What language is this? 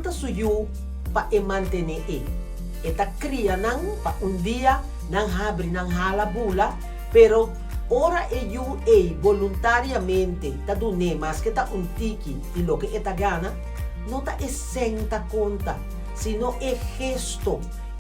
Papiamento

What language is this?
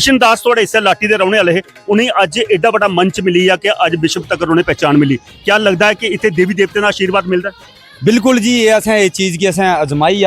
Dogri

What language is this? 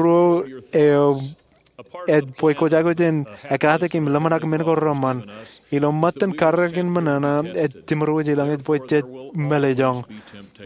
Marshallese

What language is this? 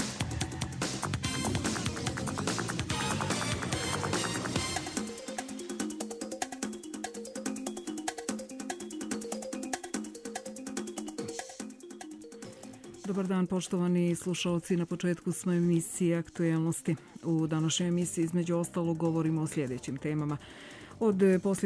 Serbian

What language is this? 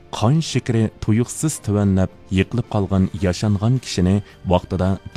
Uyghur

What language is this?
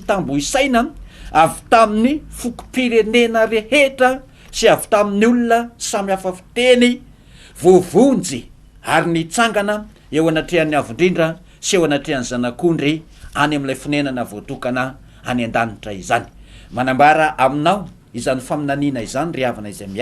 Malagasy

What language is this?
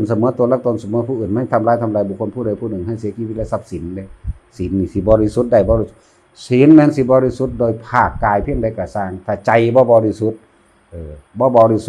Northeastern Thai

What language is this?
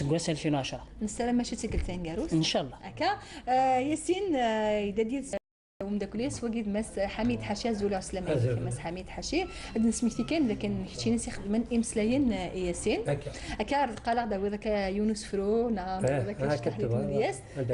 Kabyle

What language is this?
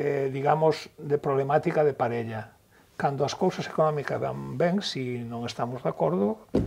Galician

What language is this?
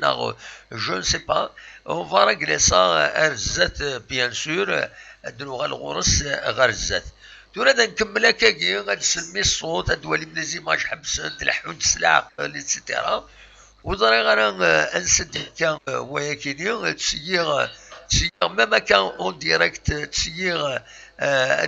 Kabyle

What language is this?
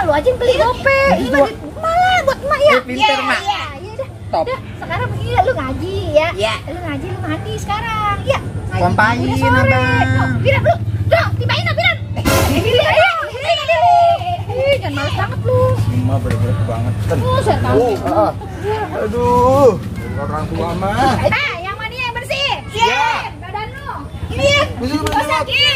Betawi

